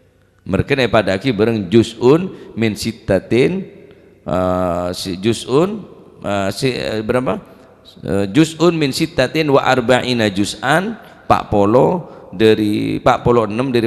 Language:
Madurese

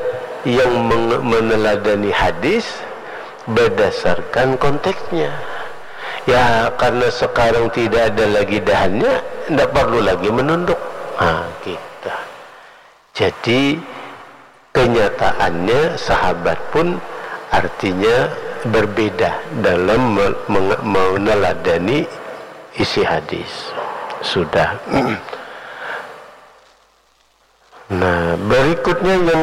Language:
Indonesian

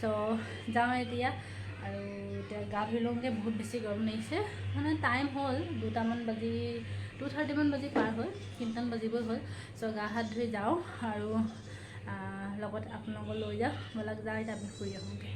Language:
Assamese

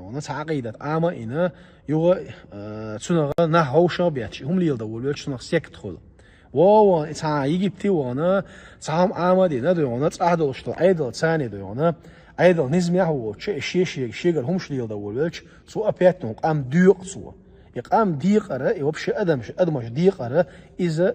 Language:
Chechen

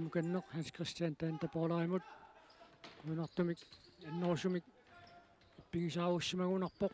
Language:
Kalaallisut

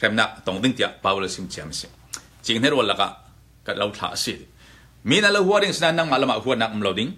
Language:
Hakha Chin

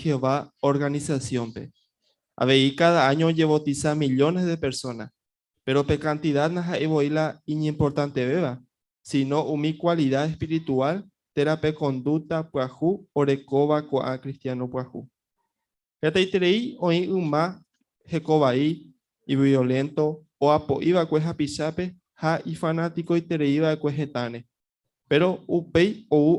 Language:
Guarani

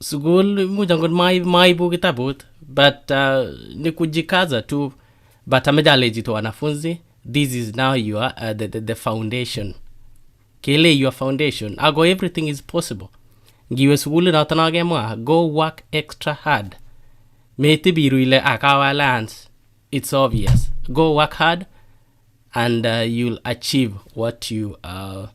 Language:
Kalenjin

